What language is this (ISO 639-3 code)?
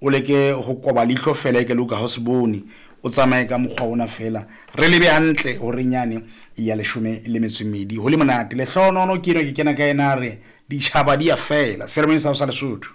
sot